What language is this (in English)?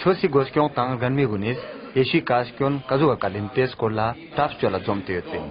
Ladakhi